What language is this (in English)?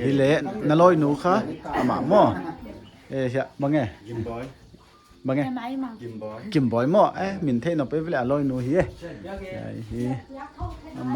Paite Chin